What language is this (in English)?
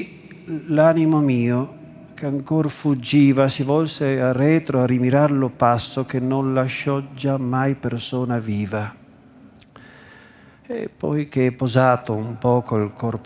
Italian